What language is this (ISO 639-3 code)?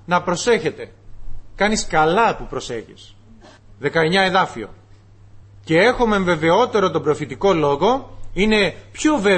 ell